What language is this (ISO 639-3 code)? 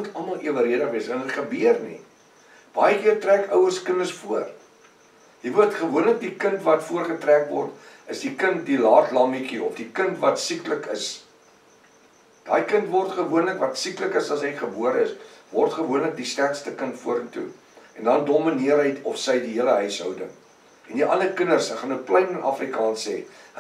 afr